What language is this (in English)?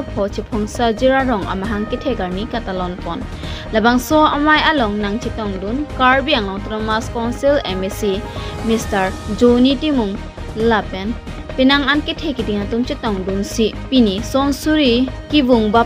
Karbi